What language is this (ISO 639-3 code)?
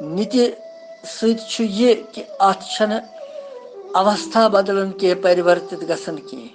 kas